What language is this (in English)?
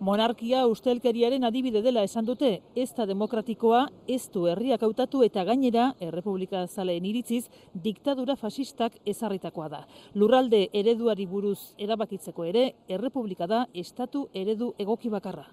Basque